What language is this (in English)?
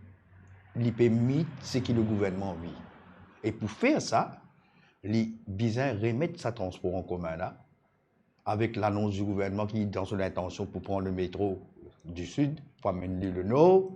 Morisyen